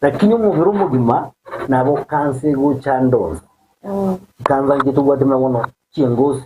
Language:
Gusii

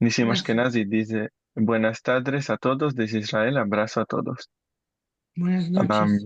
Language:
Ladino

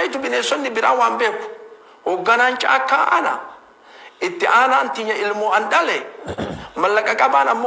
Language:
Oromo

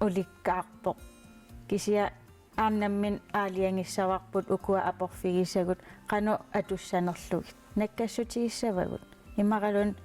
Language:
Kalaallisut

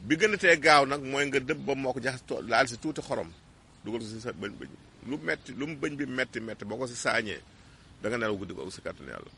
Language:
Wolof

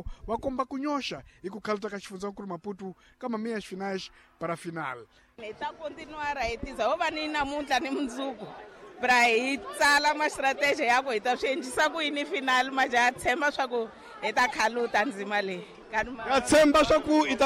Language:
Tsonga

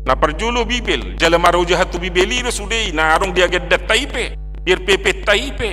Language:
Batak Toba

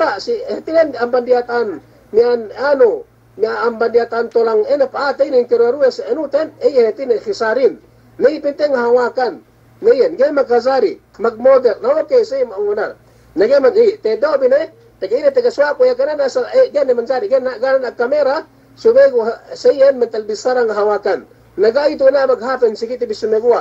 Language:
Yakan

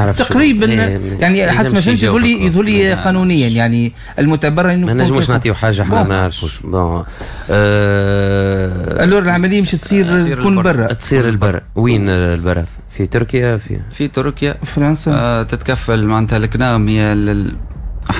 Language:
Tunisian Arabic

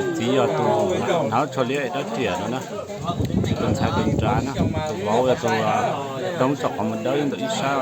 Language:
Hmong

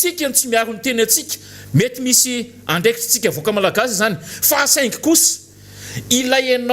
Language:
Malagasy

